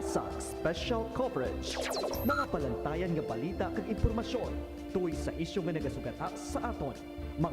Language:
Hiligaynon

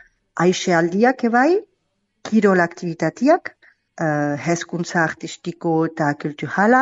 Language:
Basque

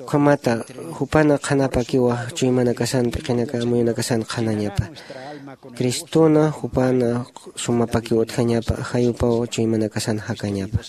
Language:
Aymara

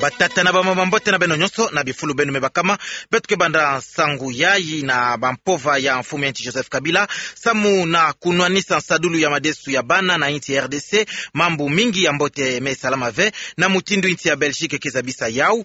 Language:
Kituba (Democratic Republic of Congo)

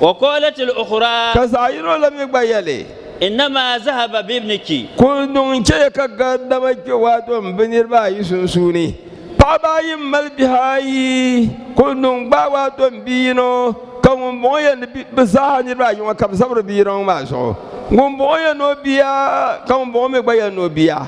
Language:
Dagbani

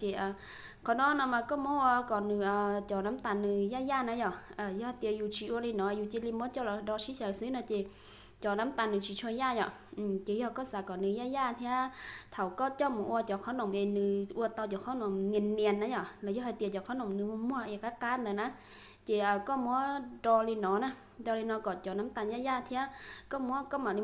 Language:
Hmong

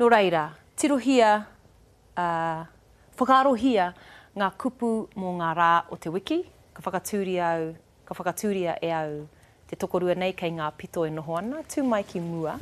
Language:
Māori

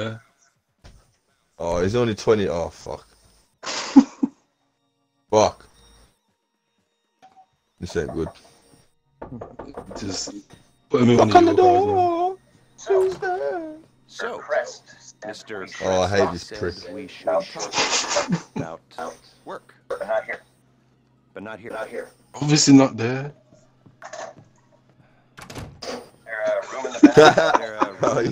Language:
English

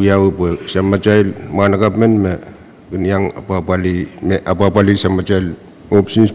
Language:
Pohnpeian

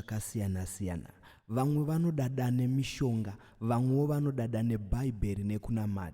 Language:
Shona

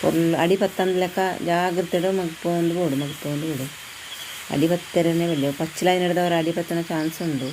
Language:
Tulu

